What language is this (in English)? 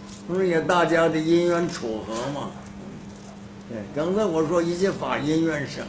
Chinese